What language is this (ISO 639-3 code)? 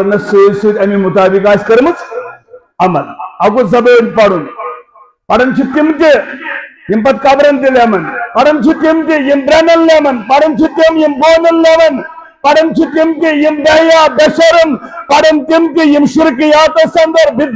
kas